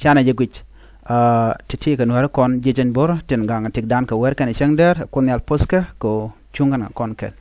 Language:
Nuer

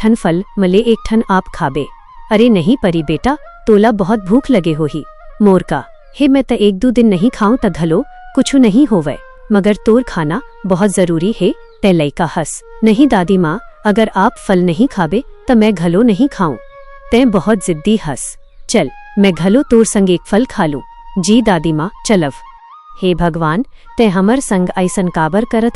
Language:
Chhattisgarhi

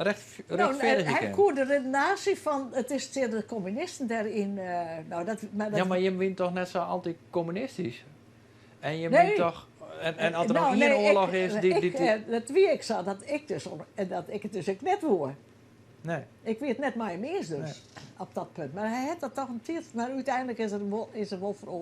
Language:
Western Frisian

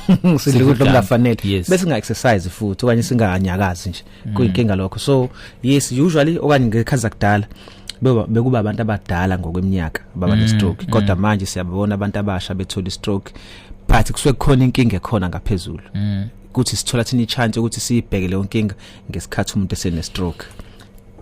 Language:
Zulu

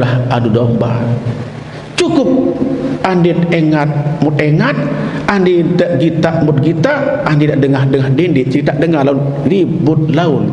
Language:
Sasak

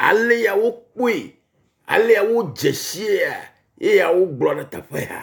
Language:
Ewe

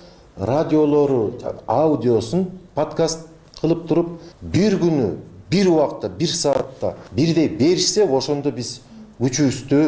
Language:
Kyrgyz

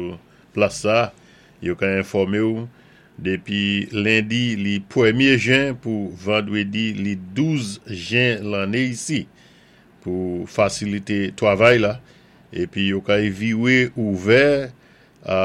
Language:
Saint Lucian Creole French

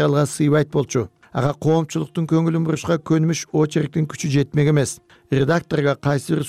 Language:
Kyrgyz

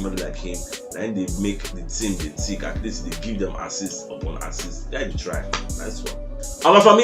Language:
Nigerian Pidgin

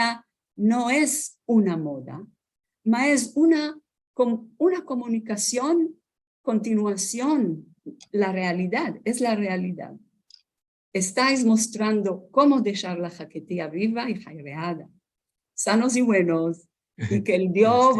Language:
Ladino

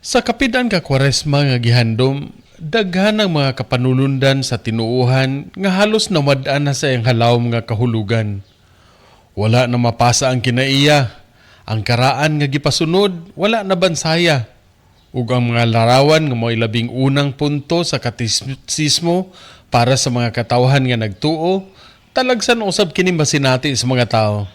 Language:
Cebuano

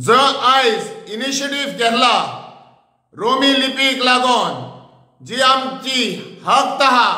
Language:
Konkani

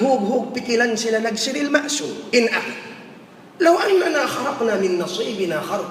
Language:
Tausug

